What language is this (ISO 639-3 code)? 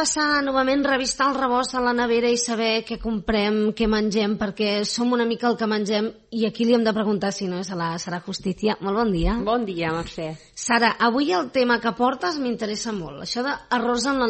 cat